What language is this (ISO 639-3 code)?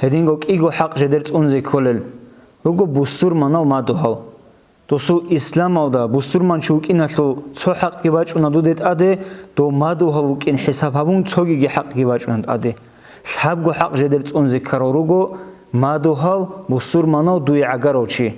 ava